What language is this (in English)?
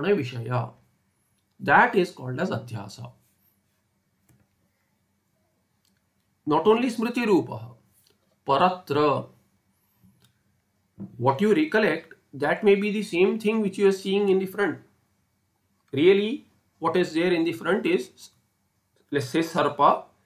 English